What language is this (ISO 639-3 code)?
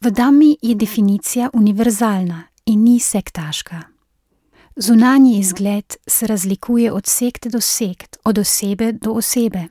slv